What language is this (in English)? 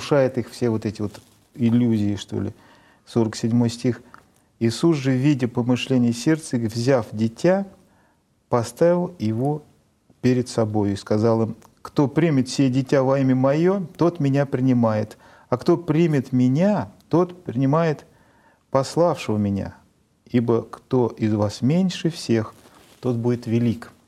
Russian